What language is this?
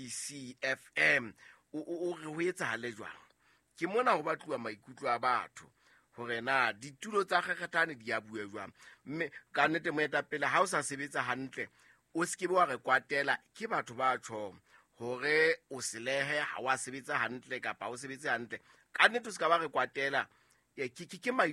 Southern Sotho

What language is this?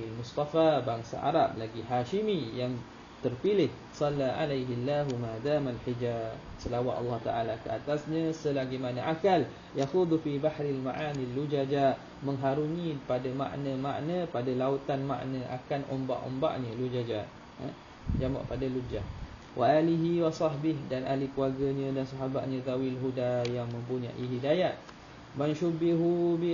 Malay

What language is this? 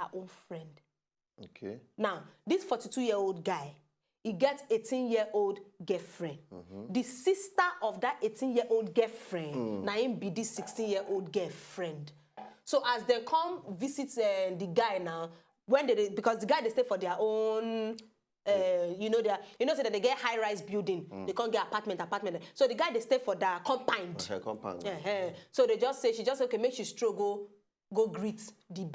Nigerian Pidgin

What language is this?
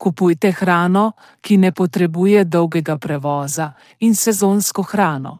Slovenian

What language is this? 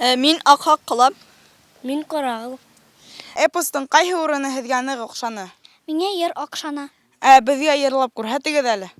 Bashkir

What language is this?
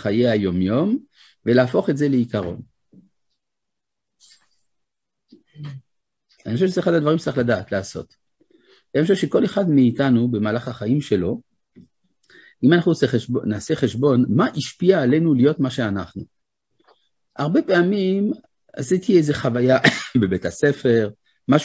Hebrew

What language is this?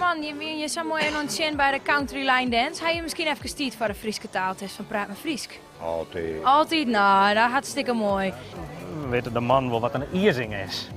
Western Frisian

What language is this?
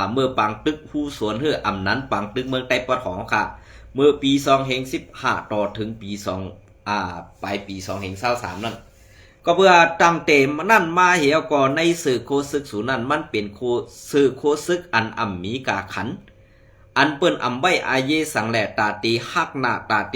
Shan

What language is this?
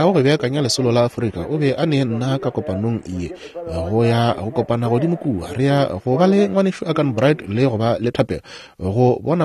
Northern Sotho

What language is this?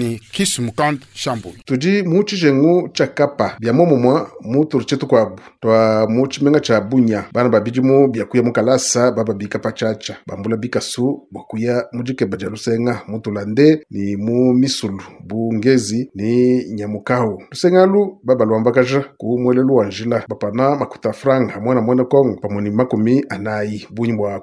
Luba-Lulua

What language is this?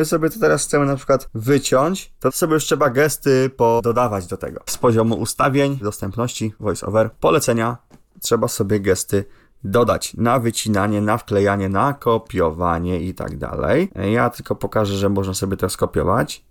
Polish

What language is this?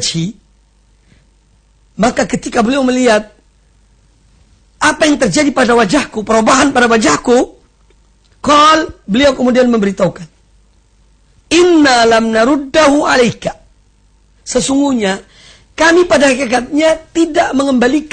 Indonesian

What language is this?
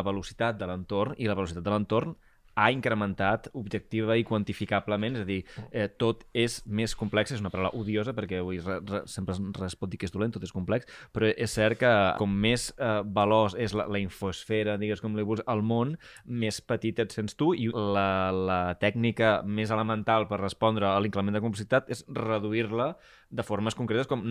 Catalan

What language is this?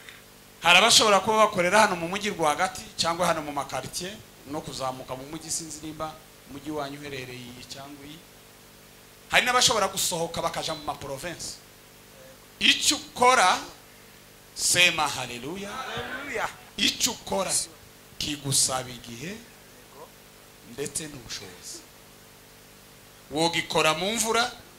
Kinyarwanda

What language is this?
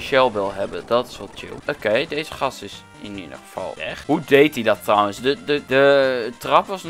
Dutch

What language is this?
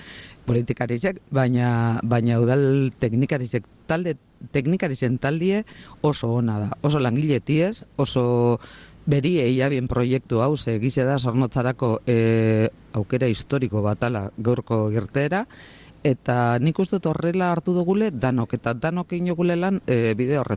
Basque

